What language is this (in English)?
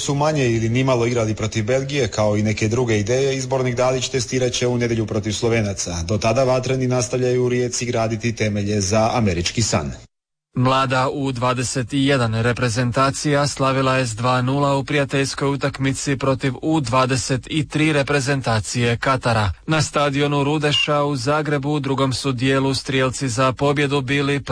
Croatian